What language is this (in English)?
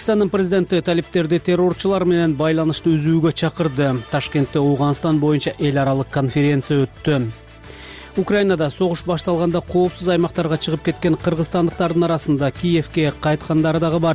Kyrgyz